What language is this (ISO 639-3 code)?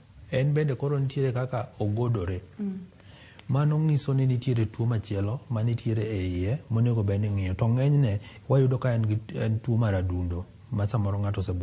luo